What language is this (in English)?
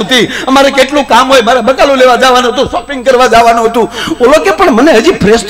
Gujarati